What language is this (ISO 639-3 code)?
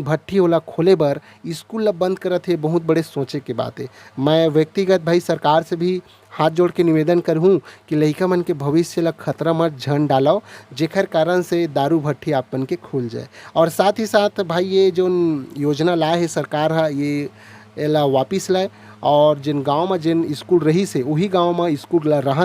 hne